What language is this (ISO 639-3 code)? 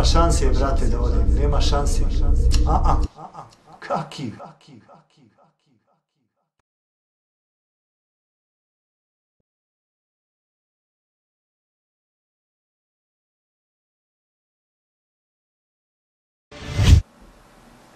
bos